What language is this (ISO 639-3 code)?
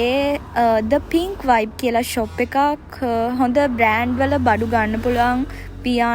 sin